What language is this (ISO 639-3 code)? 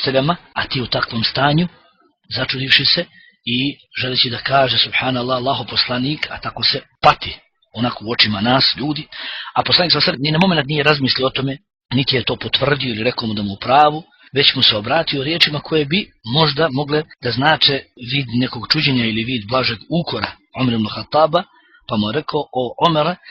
bos